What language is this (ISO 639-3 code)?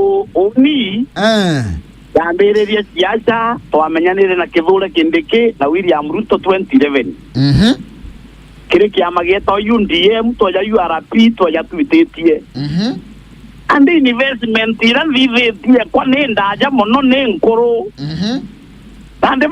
mer